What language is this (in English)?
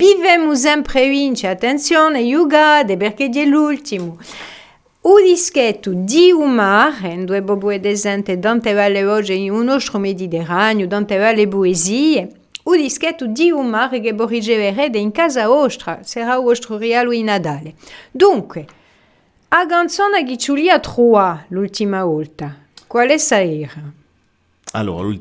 Corsican